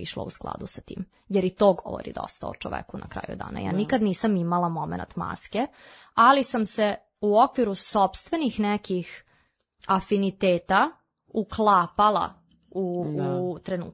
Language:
Serbian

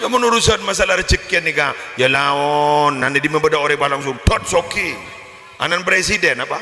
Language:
Madurese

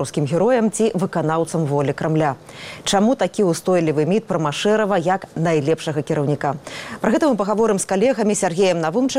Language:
Belarusian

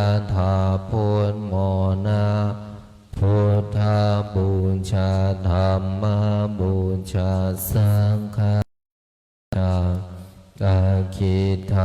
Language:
Pali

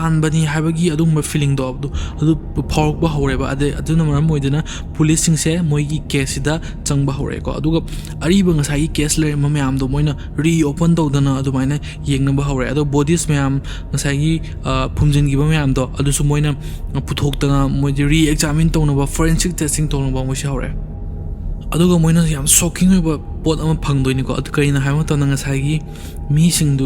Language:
Manipuri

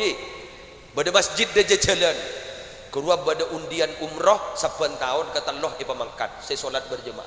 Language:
Madurese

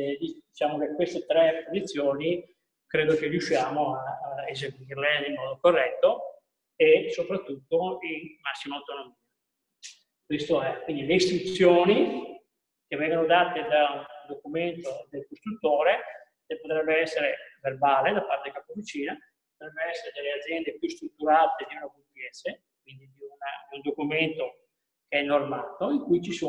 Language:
Italian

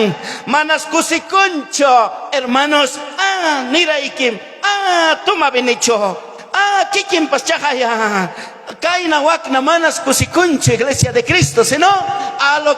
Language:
Ayacucho Quechua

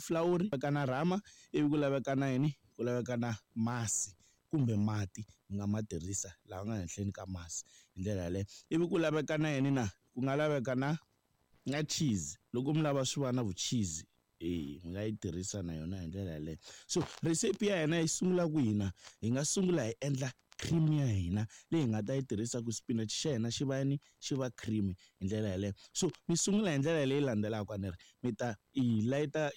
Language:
Tsonga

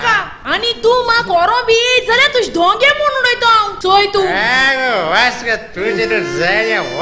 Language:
Konkani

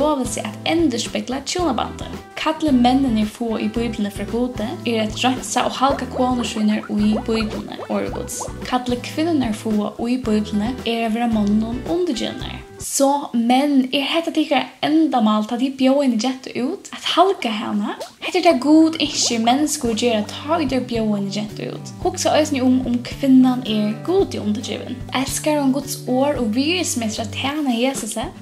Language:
Faroese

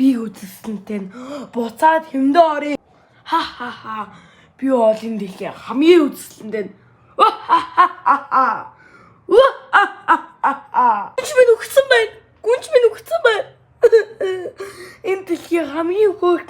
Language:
Mongolian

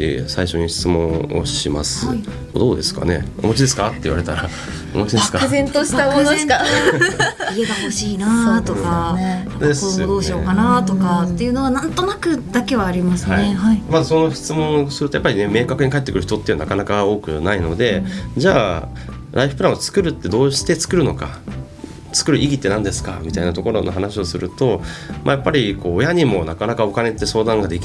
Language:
Japanese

